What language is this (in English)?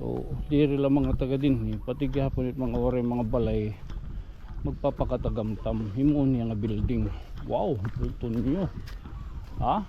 Waray